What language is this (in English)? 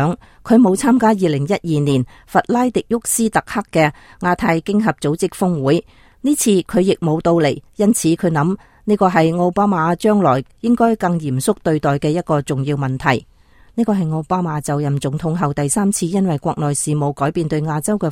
Cantonese